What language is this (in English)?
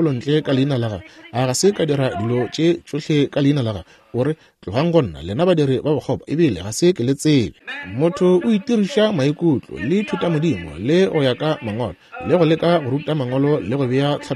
Northern Sotho